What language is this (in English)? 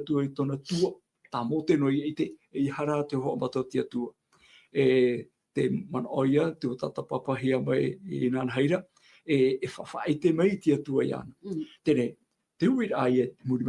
Tahitian